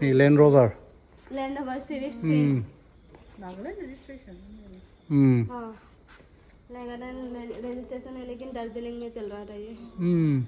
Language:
Hmar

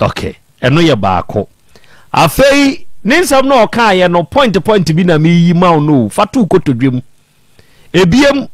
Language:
Akan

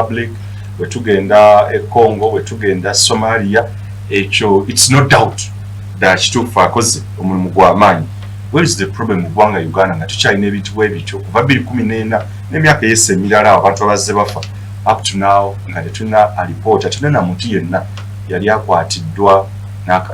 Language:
Ganda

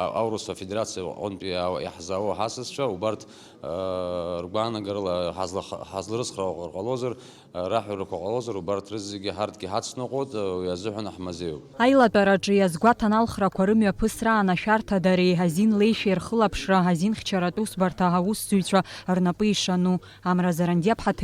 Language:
Abkhazian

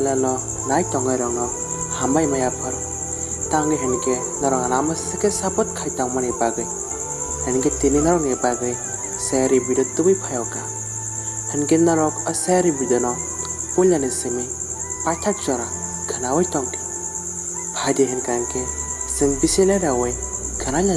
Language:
Kok Borok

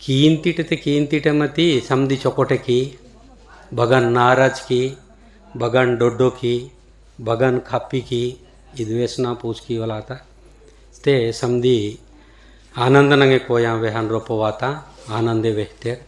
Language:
Gondi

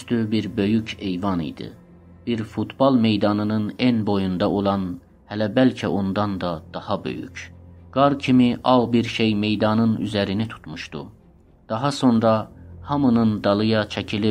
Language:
South Azerbaijani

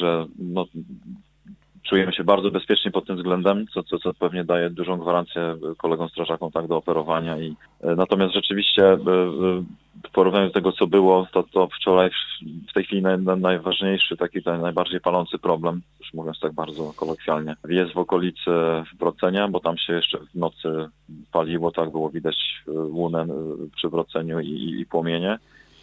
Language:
Polish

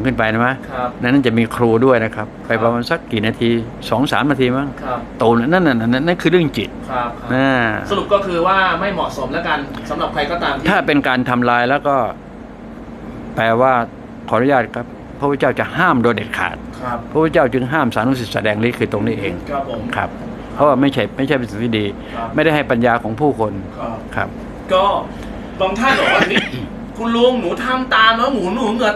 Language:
Thai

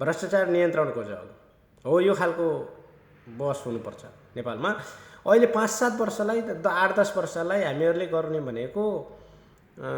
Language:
Nepali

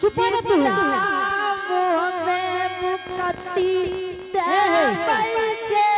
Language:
Angika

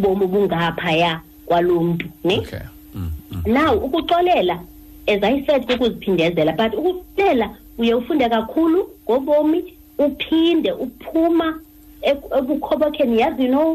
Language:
Xhosa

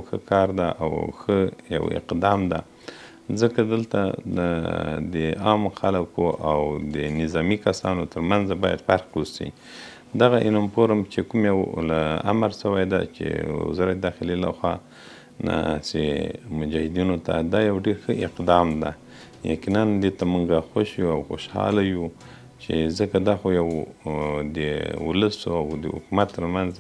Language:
Pashto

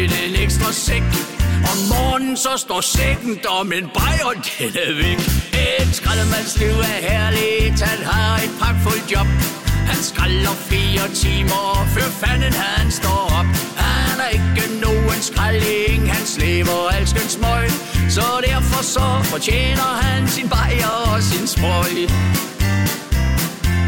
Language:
Danish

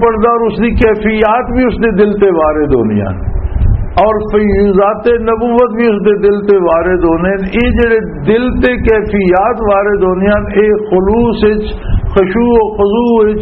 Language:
Western Panjabi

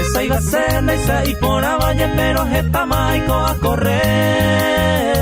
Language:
Guarani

